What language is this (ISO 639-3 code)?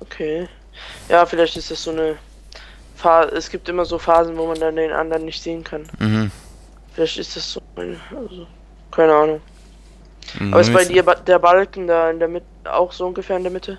gsw